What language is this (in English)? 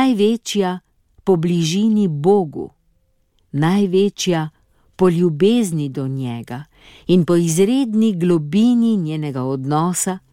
Slovenian